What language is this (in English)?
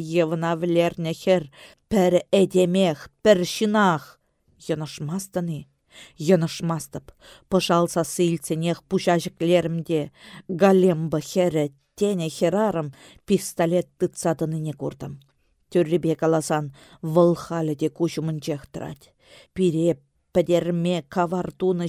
Chuvash